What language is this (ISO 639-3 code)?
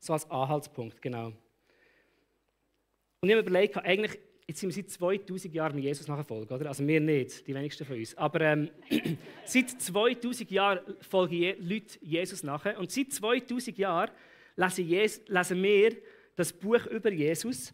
gsw